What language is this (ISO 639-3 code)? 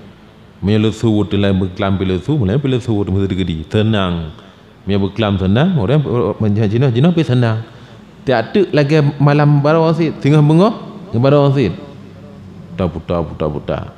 ace